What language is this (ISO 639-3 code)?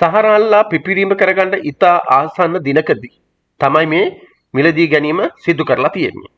sin